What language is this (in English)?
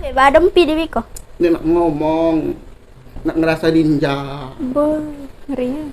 Musi